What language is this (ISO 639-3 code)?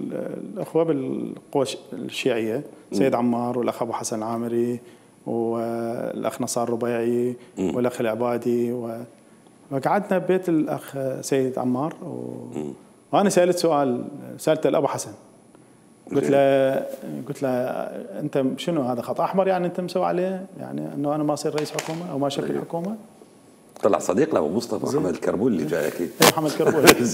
acm